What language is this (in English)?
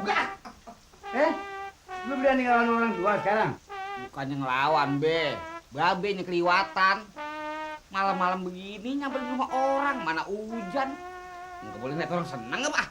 Betawi